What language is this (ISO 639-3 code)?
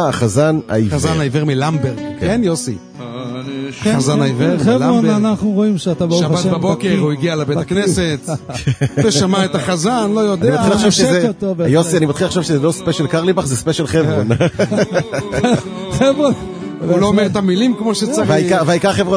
heb